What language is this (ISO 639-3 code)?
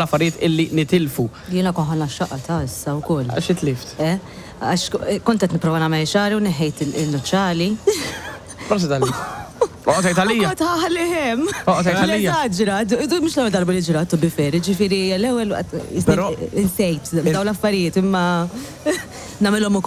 mlt